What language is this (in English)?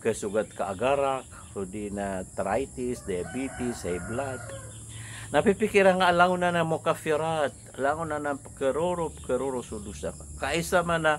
Maranao